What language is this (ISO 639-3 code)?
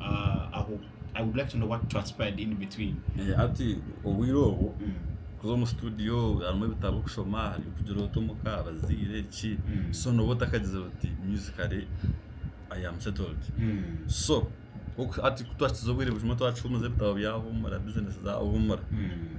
nyn